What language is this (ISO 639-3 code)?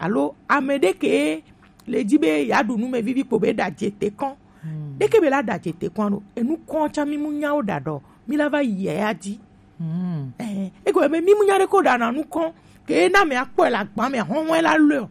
gej